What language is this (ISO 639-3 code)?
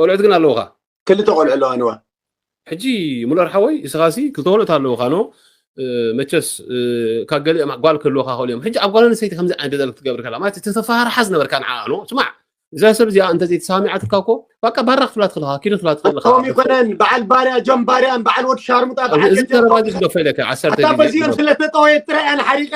tir